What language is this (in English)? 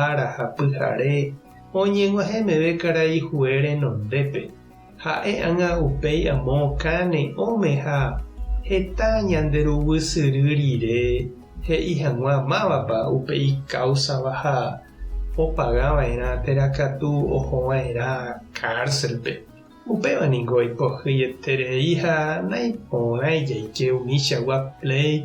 Guarani